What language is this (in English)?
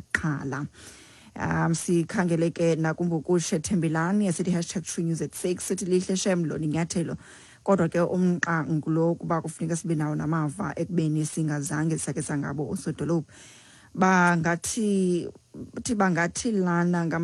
Xhosa